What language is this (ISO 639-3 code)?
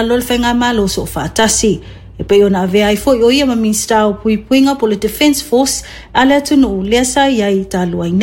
smo